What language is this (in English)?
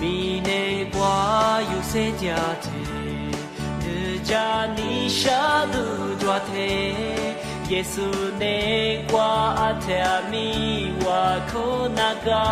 Lisu